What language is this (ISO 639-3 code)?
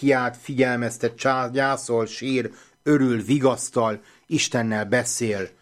hun